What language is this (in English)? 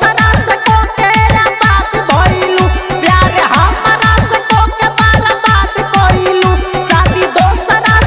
Bhojpuri